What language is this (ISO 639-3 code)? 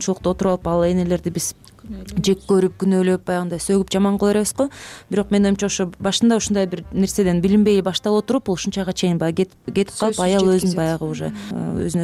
kir